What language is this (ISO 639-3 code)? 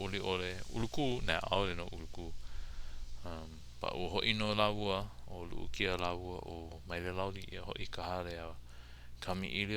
haw